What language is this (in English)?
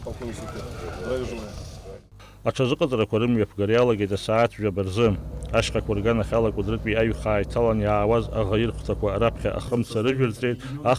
Abkhazian